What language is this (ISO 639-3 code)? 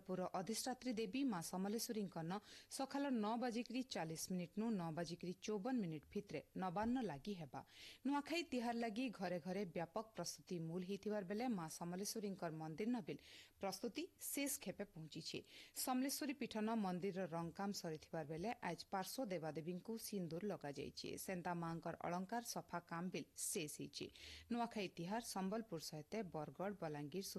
ori